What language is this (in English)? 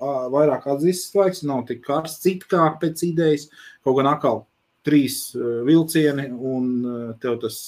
Latvian